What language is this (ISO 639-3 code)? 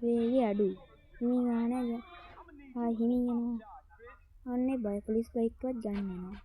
sin